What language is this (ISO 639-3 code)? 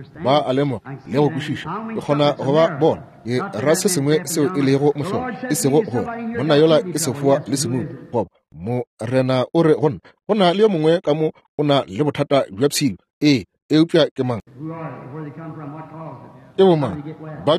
nso